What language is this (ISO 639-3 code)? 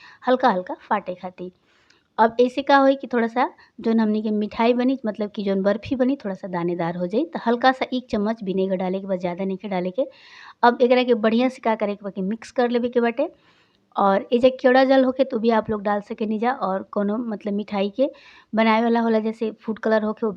bho